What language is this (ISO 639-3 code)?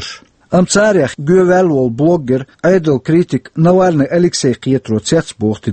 che